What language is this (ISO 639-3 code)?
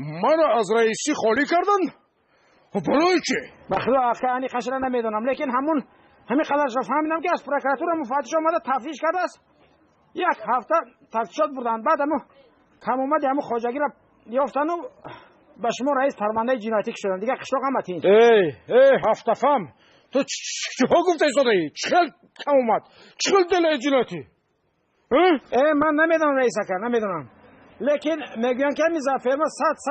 tgk